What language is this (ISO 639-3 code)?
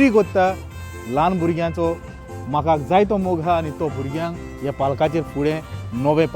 kok